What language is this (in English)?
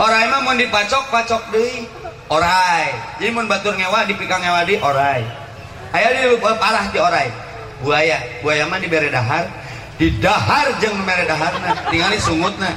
Sundanese